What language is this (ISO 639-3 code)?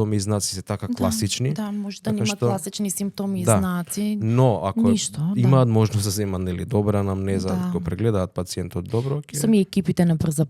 mkd